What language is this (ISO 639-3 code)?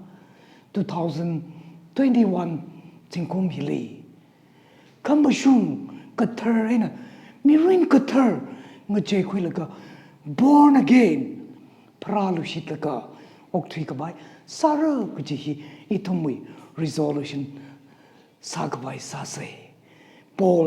nmf